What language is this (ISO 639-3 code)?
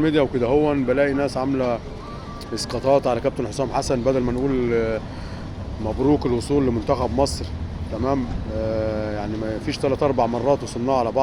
arz